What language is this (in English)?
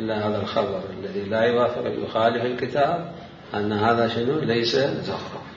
Mesopotamian Arabic